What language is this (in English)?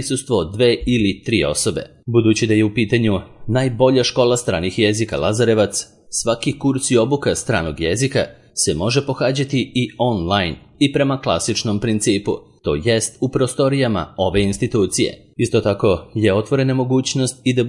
Serbian